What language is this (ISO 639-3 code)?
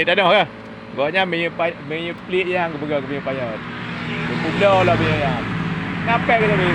ace